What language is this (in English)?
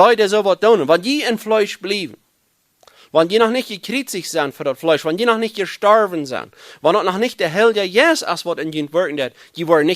Plautdietsch